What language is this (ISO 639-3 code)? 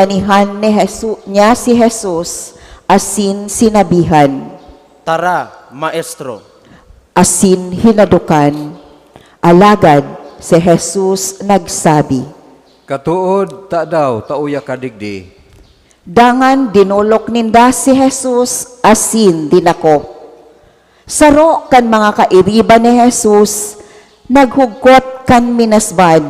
bik